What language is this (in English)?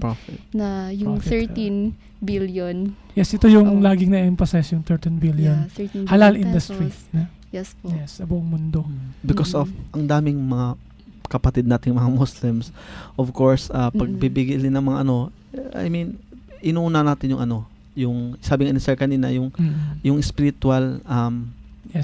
Filipino